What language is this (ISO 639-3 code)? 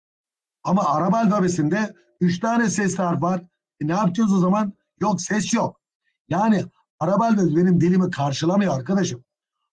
tur